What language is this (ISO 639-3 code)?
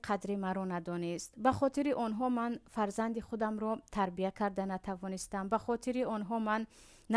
tgk